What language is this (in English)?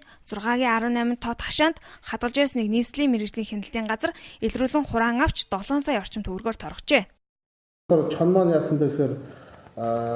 Mongolian